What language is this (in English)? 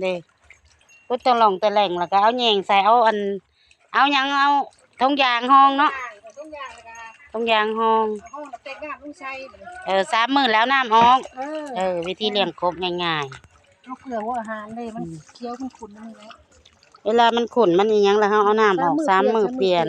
Lao